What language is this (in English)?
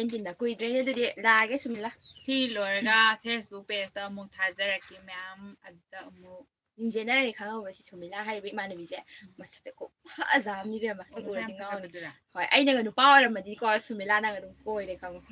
Manipuri